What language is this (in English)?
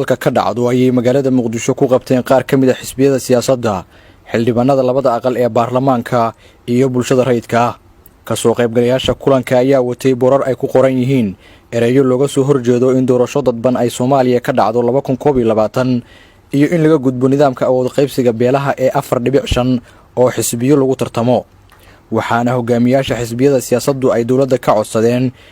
Somali